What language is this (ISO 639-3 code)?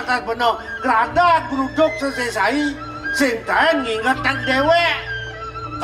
ban